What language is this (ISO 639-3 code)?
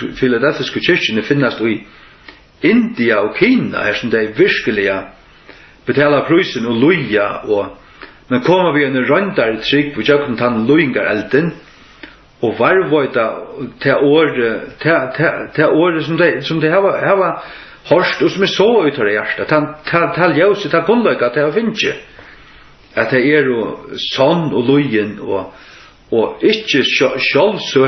fao